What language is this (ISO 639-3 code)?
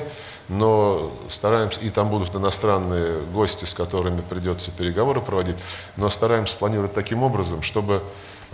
rus